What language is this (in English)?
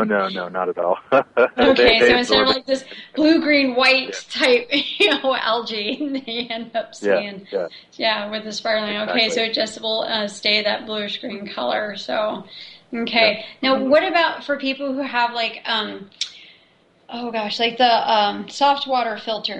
English